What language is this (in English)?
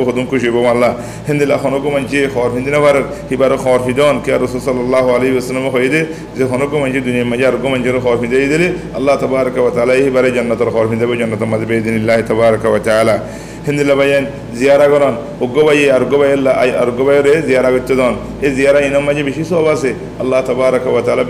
Rohingya